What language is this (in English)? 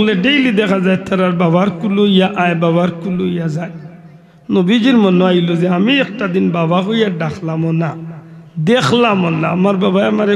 Sylheti